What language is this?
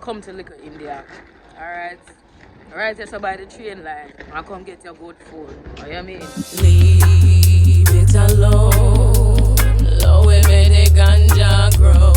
Jamaican Creole English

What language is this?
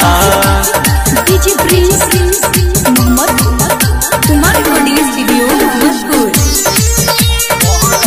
Bhojpuri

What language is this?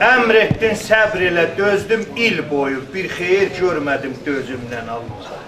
South Azerbaijani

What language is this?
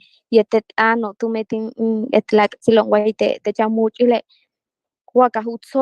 Yucateco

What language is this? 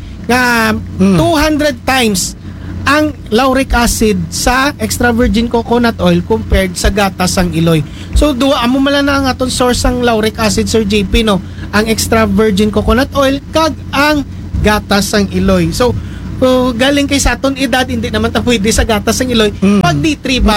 Aklanon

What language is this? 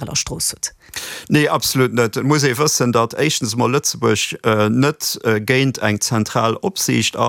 Luxembourgish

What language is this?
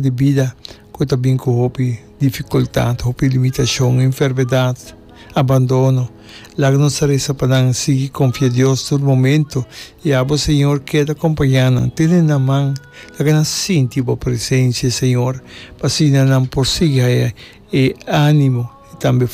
Papiamento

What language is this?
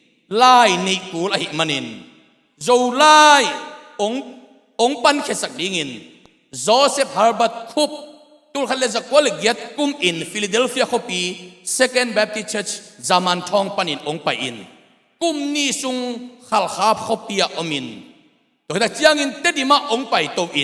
Tedim Chin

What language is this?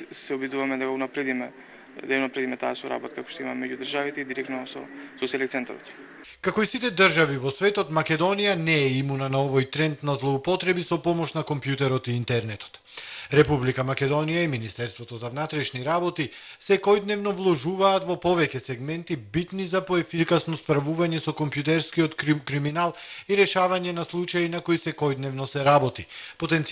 Macedonian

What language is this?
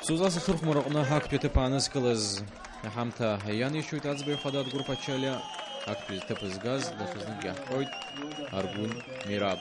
Abkhazian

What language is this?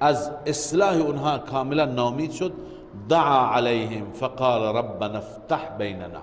Persian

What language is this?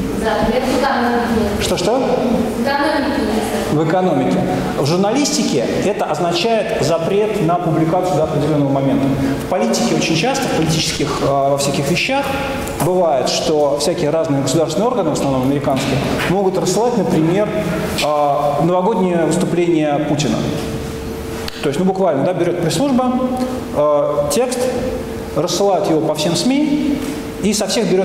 Russian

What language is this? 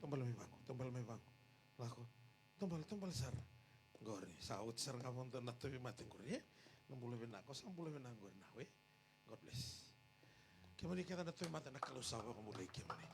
Fijian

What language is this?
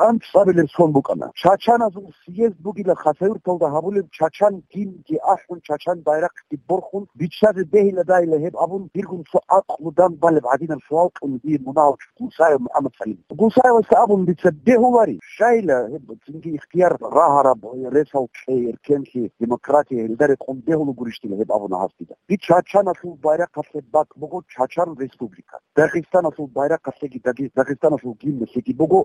Avaric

